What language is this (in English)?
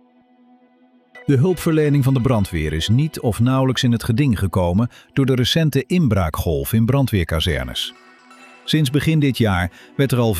Dutch